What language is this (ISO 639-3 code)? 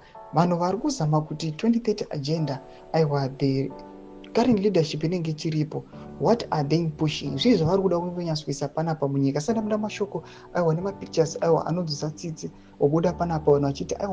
sna